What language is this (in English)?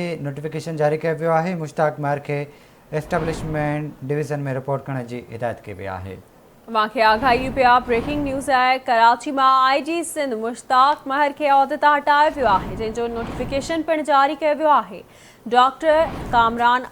Sindhi